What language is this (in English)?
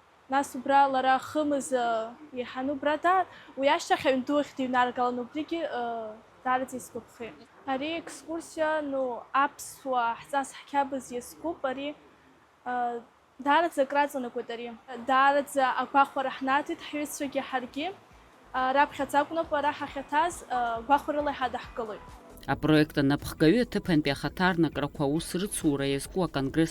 Abkhazian